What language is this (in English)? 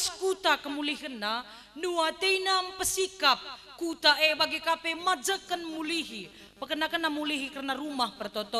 Batak Karo